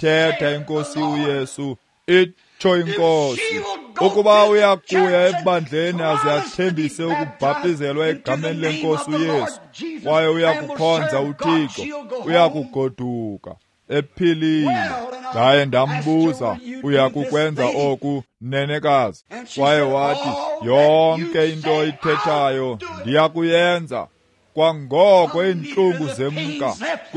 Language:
Xhosa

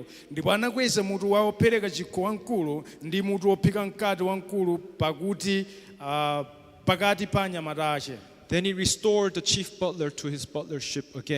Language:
Nyanja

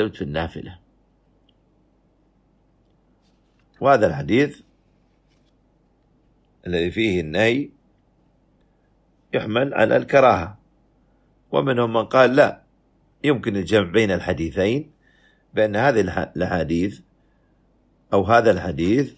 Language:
Arabic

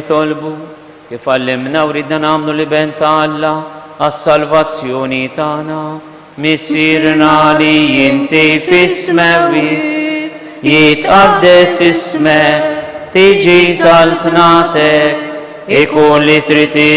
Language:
Maltese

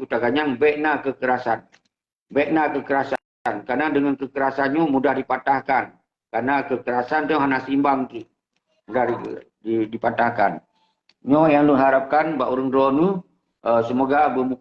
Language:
Achinese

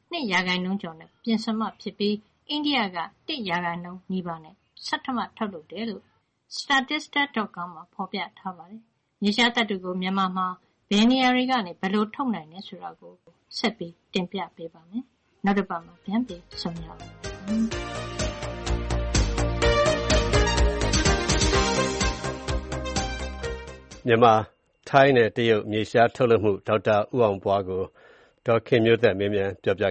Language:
Burmese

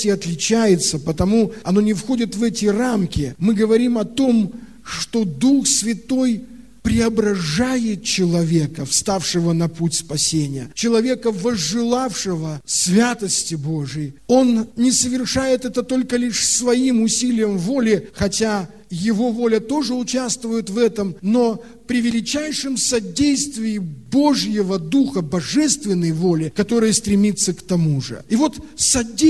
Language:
Russian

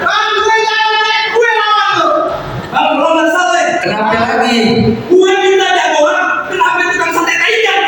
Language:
Betawi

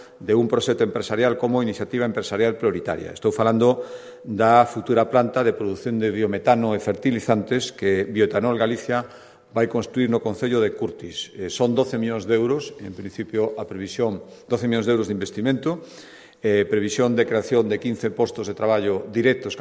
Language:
Galician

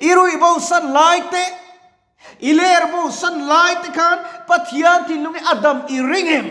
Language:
Mizo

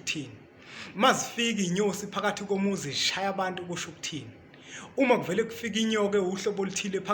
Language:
Zulu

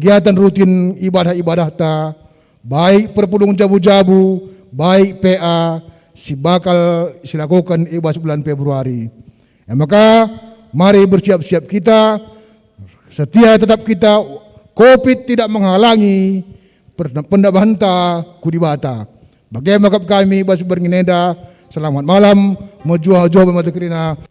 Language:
Batak Karo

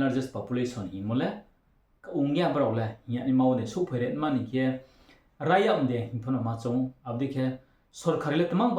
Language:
Riang (India)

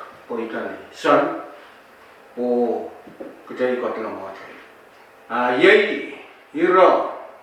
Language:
Pohnpeian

